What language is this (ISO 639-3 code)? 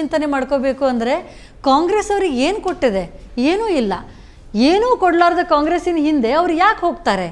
kan